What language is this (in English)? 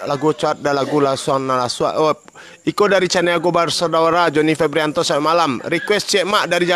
Minangkabau